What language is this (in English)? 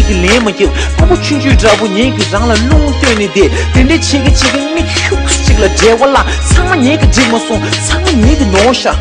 Tibetan